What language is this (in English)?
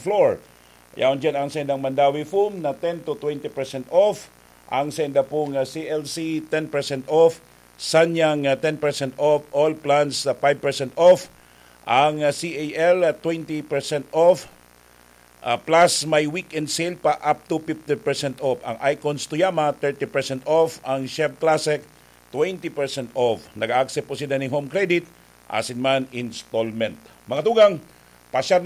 Bikol